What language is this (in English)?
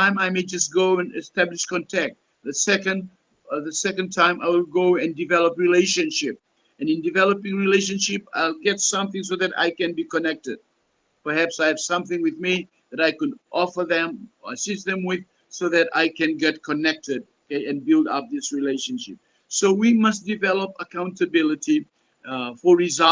Pohnpeian